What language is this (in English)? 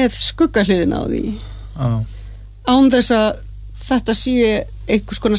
Icelandic